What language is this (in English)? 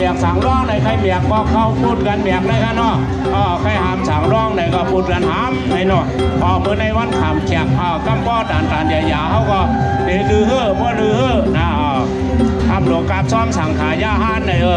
Shan